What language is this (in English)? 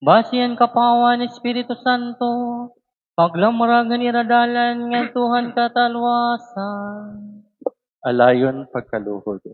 Waray